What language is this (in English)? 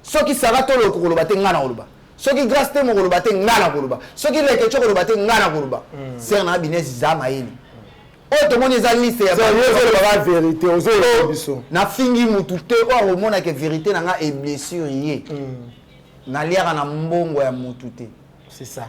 Lingala